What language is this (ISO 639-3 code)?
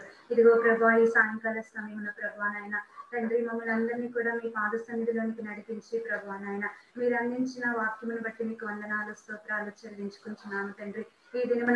tel